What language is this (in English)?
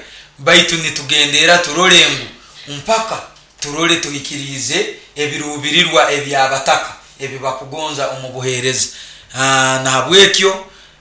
Nyoro